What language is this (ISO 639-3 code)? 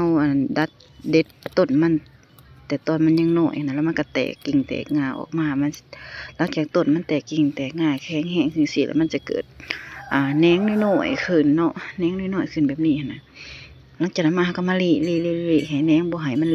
lao